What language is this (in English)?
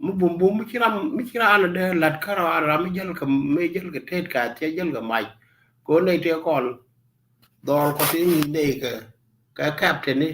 Nuer